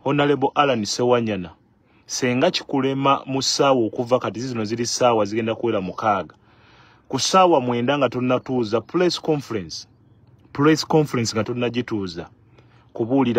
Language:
Ganda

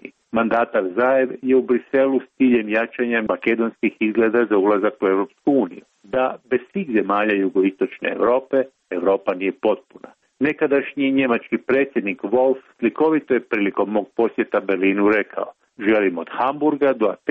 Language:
Croatian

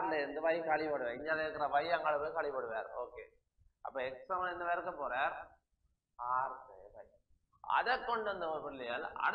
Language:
Tamil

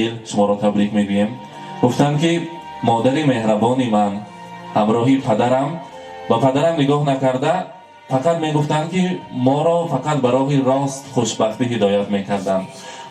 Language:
Tajik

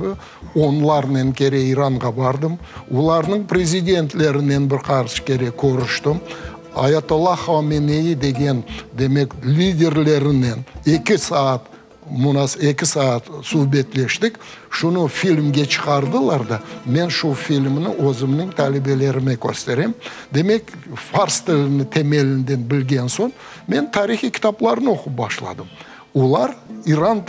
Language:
Crimean Tatar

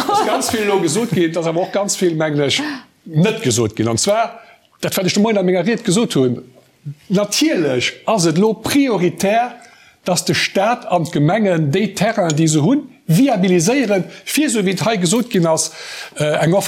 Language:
Luxembourgish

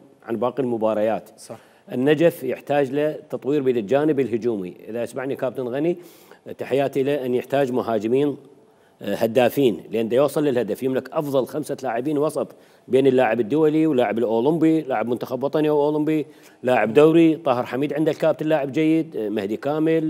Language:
Mesopotamian Arabic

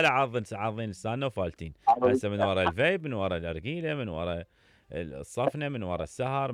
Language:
Mesopotamian Arabic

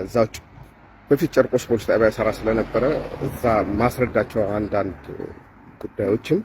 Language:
Amharic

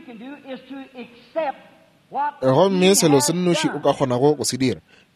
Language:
Northern Sotho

